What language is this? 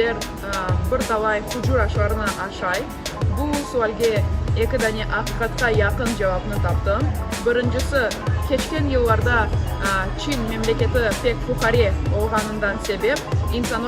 Crimean Tatar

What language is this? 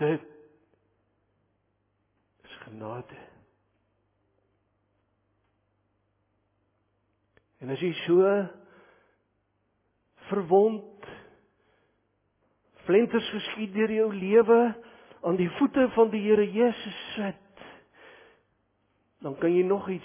Afrikaans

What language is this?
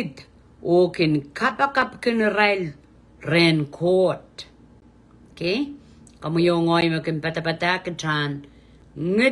Pohnpeian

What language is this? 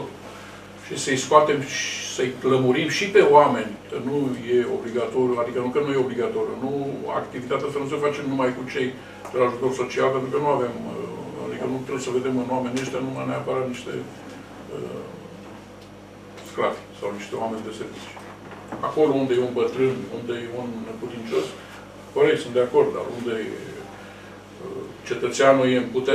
Romanian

